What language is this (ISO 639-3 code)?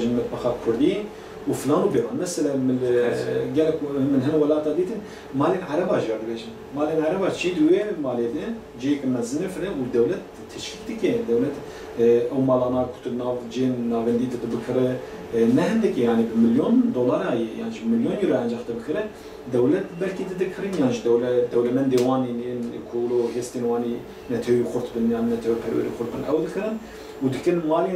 kur